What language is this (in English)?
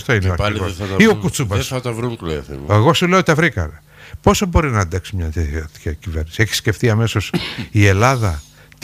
Greek